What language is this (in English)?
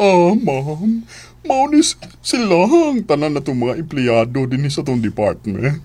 Cebuano